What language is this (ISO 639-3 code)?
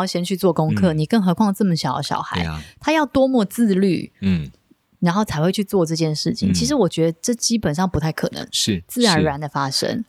zho